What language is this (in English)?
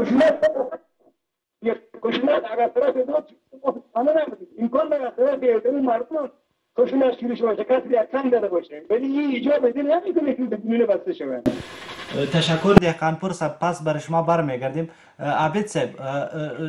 Persian